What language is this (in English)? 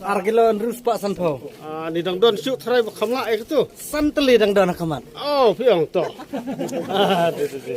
Khasi